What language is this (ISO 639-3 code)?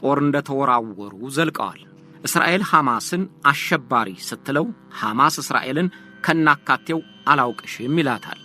amh